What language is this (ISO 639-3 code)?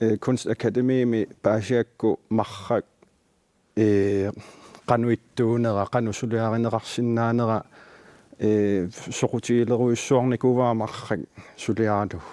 kal